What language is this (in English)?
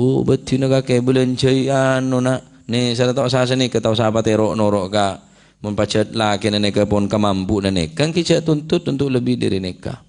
Madurese